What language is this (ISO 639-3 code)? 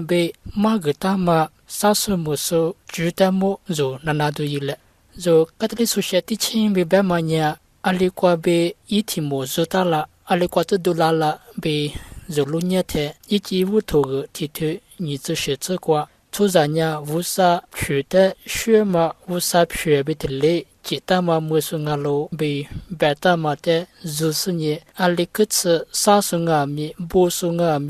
lis